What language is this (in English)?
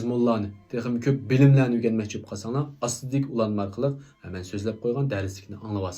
Uyghur